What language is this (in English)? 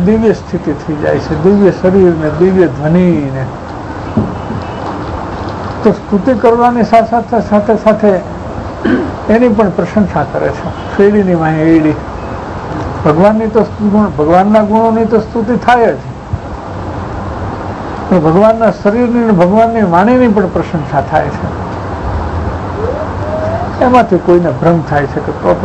Gujarati